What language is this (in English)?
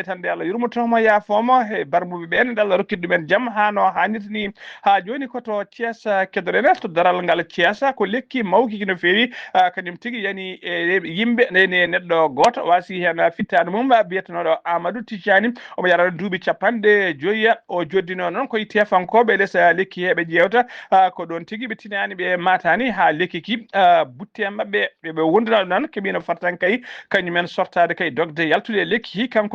Fula